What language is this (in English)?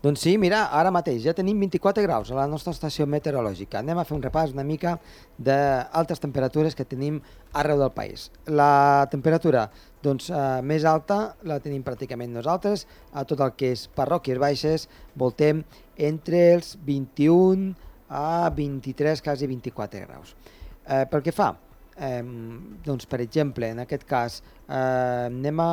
Catalan